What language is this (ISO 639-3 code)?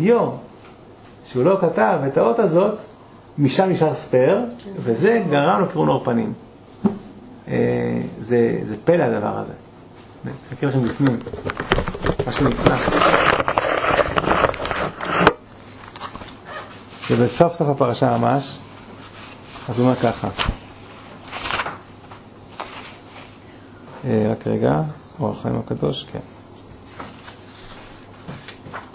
heb